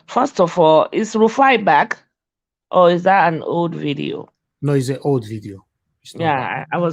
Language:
Nigerian Pidgin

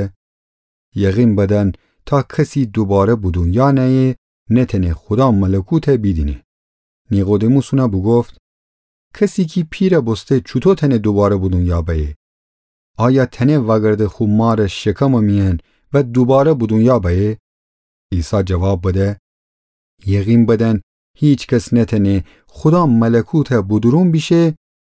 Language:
Gilaki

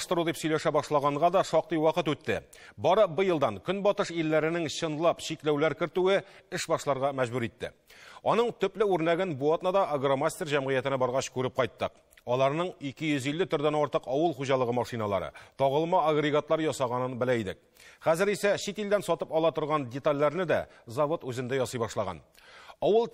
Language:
Tatar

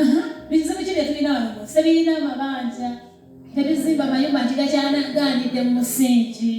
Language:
Ganda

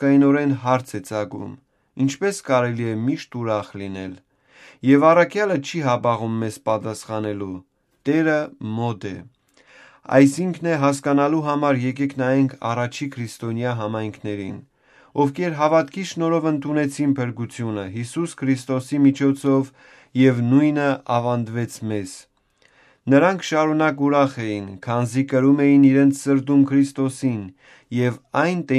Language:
Armenian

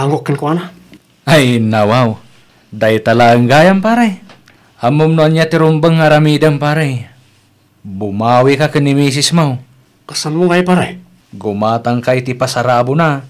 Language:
Iloko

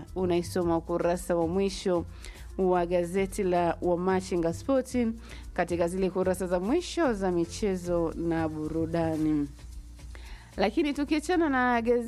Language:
Swahili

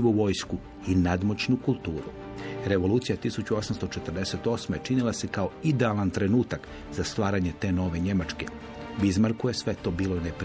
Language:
Croatian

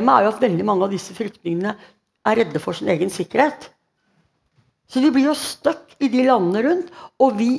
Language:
Norwegian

